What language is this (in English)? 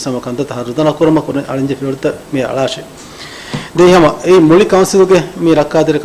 Divehi